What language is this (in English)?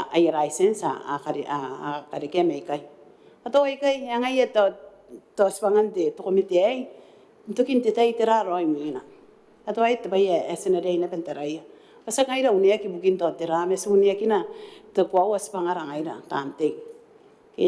Gilbertese